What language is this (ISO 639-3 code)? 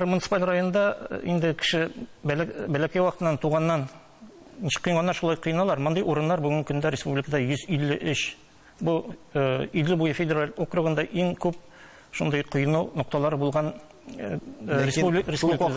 tat